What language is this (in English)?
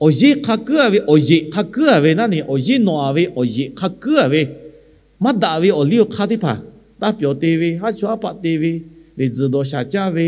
Lahu